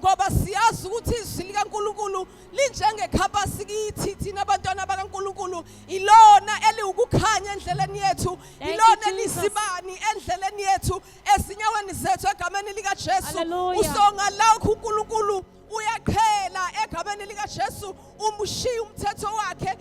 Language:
Zulu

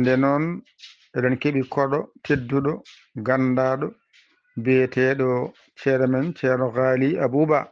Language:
Fula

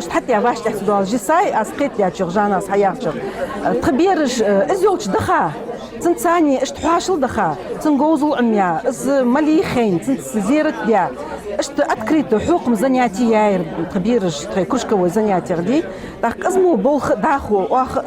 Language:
Ingush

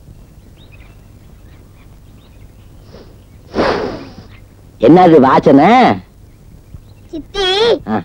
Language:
Tamil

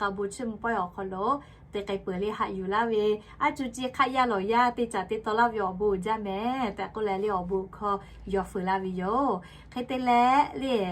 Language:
Lahu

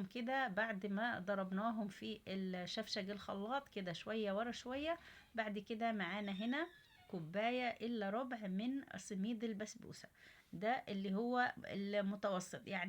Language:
Egyptian Arabic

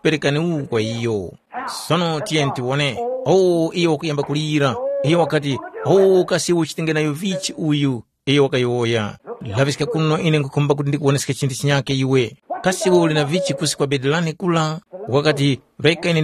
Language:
Tumbuka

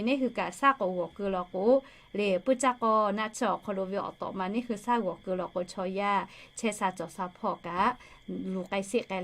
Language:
Lahu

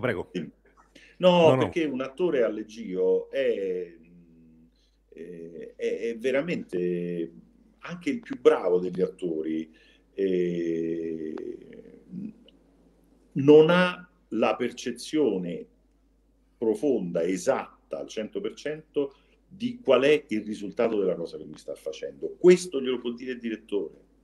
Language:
Italian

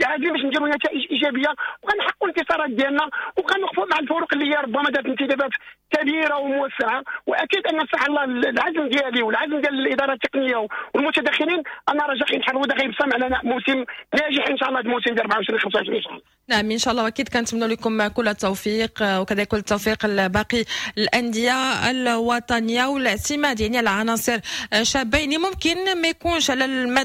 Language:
Moroccan Arabic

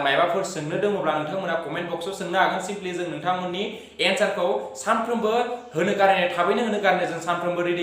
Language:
Bodo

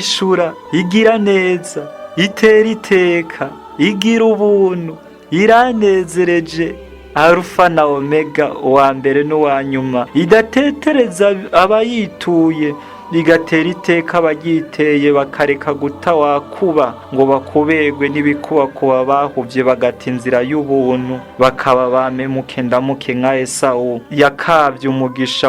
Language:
Rundi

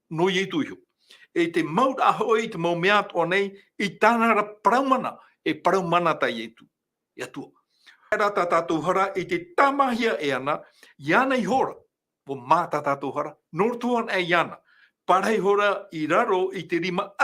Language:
Tahitian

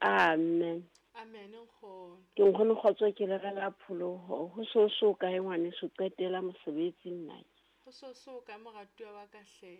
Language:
Southern Sotho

